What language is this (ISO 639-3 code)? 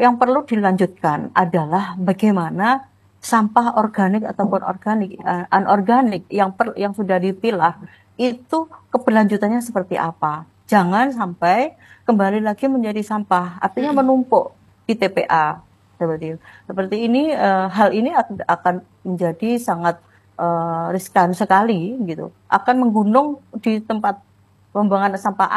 ind